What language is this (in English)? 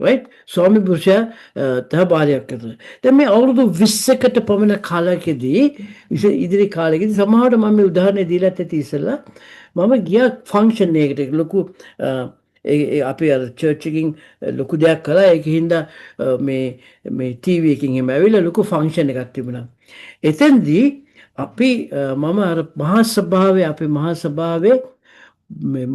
Sinhala